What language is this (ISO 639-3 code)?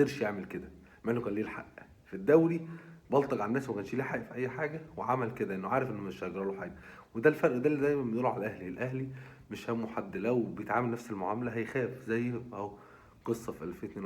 arz